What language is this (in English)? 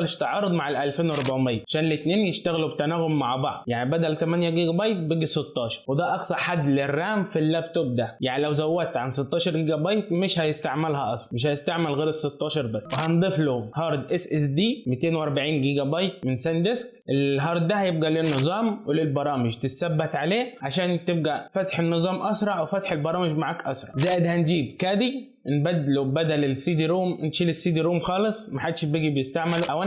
Egyptian Arabic